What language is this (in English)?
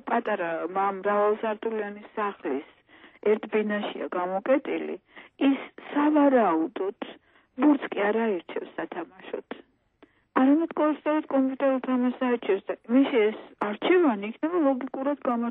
Georgian